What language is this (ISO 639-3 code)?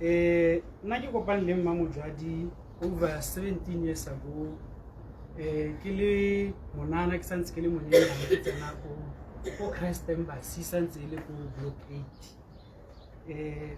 tsn